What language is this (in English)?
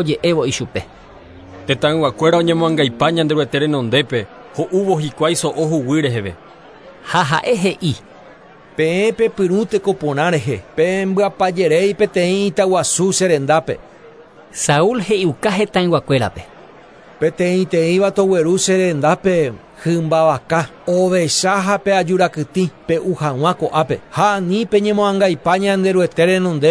Guarani